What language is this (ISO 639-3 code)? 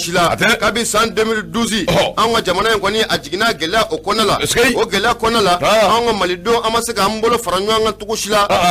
bam